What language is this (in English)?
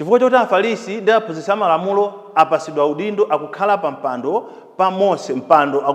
Nyanja